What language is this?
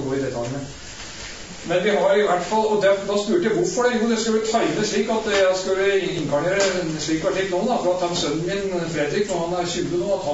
Norwegian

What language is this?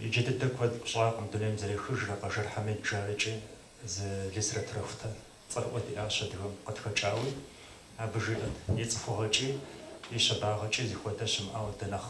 Kabardian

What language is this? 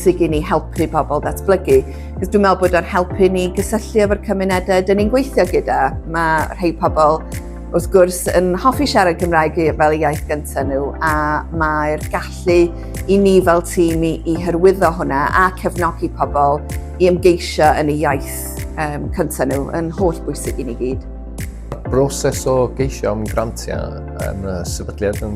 Welsh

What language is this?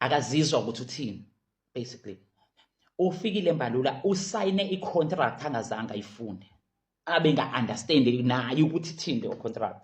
Zulu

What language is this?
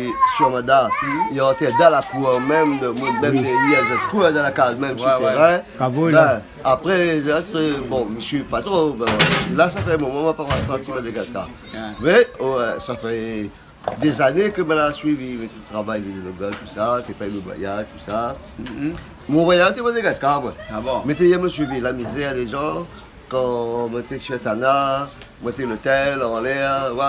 Réunion Creole French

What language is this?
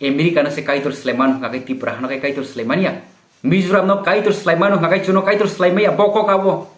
Kok Borok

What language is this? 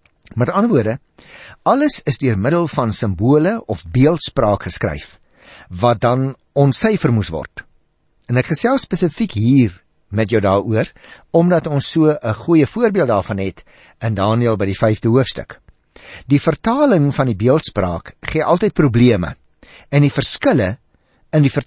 Afrikaans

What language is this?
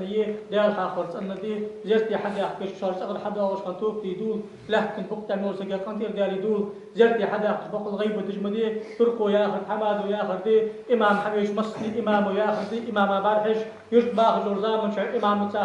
Ingush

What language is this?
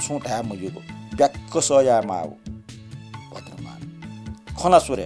Newari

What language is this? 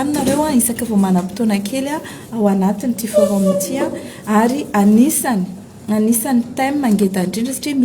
Malagasy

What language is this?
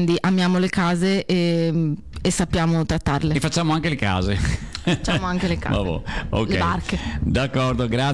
Italian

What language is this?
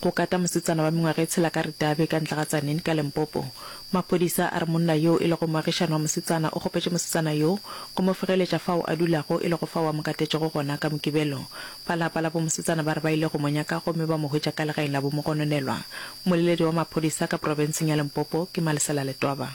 Northern Sotho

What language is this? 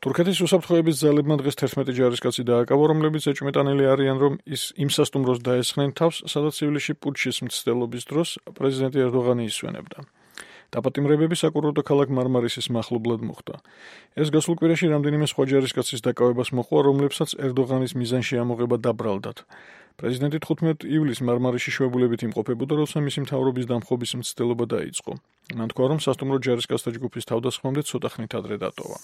Georgian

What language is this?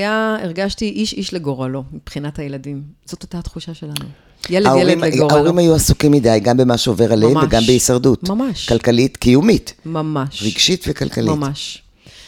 Hebrew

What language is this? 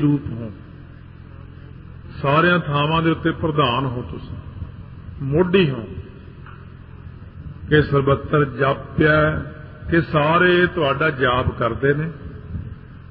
Punjabi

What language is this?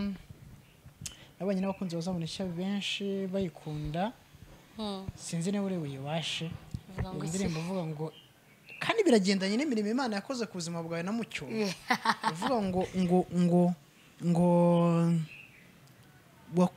Kinyarwanda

